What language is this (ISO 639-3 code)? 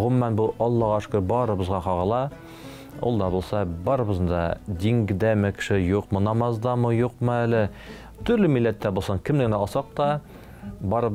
tat